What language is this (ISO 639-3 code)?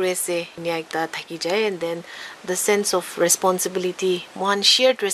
nag